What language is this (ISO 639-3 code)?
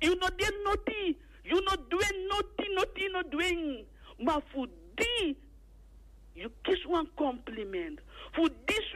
srn